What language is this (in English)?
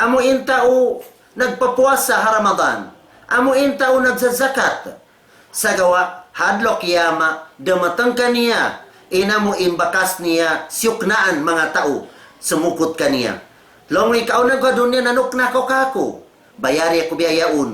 Tausug